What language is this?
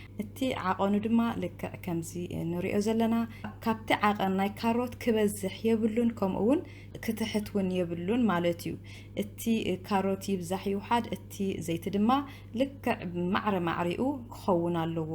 Tigrinya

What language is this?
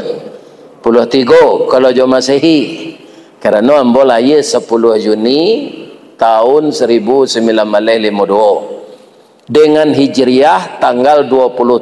Minangkabau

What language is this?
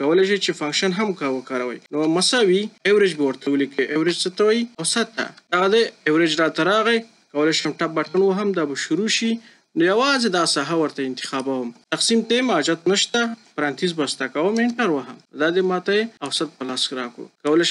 Pashto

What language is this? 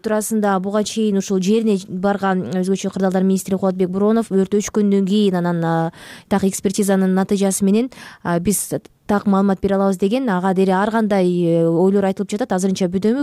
Kyrgyz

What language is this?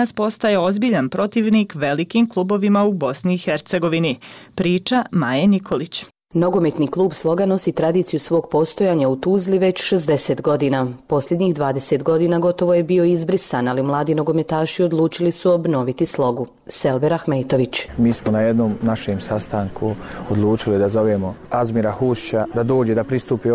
Bosnian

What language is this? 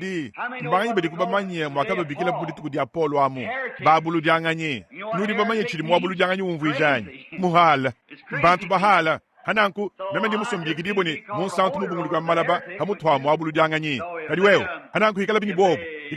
Luba-Lulua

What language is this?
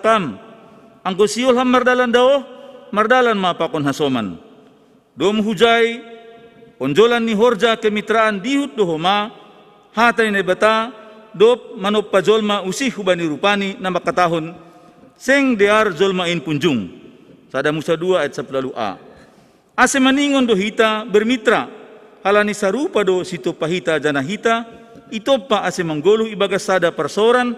Batak Simalungun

